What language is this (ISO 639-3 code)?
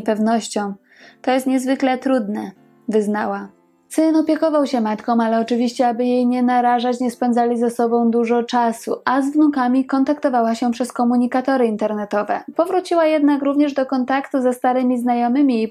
pol